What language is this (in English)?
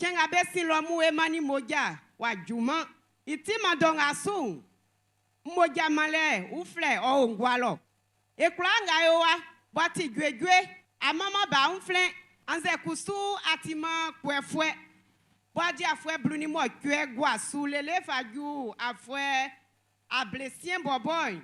Baoulé